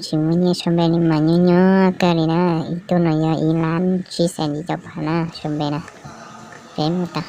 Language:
Hmong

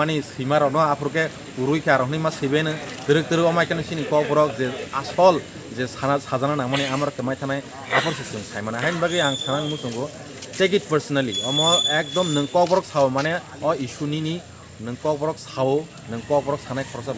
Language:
Kok Borok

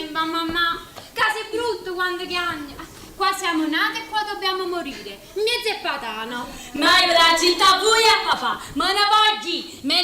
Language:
Neapolitan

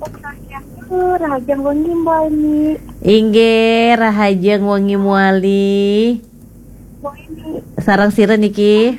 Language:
Balinese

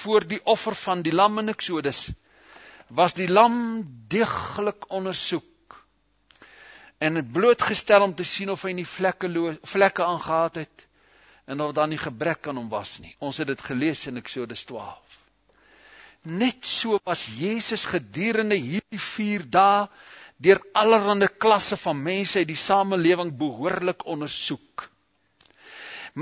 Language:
Afrikaans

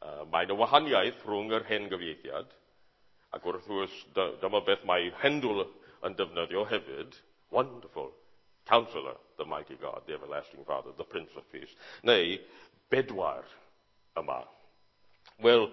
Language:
Welsh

